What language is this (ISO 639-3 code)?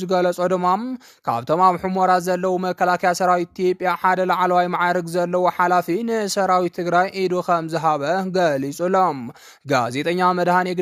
tir